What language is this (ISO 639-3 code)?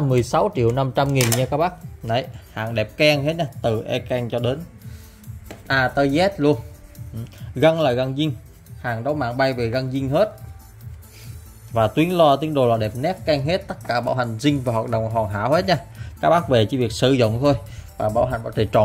vie